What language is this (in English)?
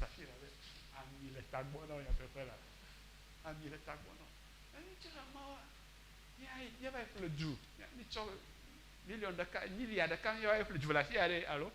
Ewe